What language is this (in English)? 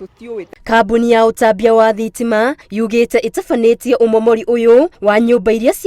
Kikuyu